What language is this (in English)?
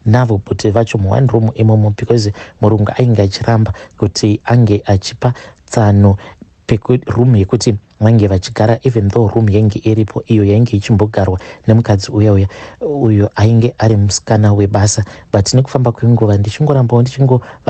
Shona